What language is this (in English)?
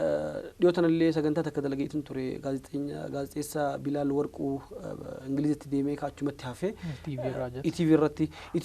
Oromo